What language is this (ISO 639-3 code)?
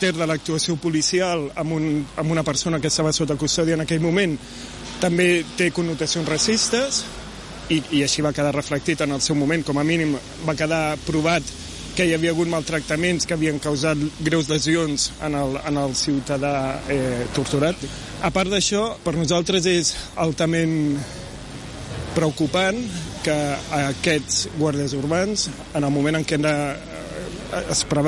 cat